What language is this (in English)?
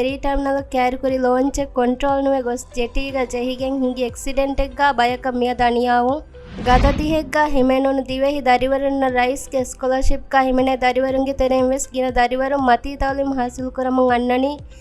Divehi